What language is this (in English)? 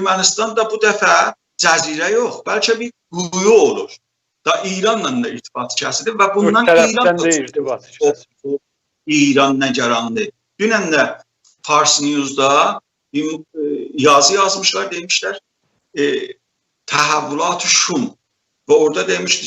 South Azerbaijani